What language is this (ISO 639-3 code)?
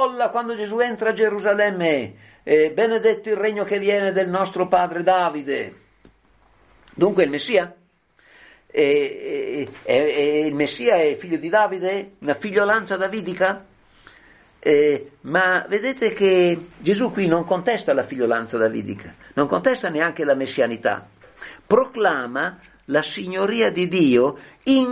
ita